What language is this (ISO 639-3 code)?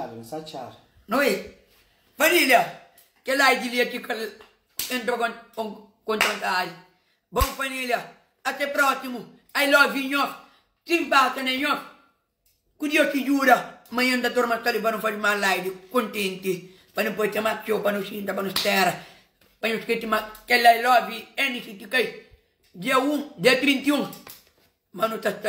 kea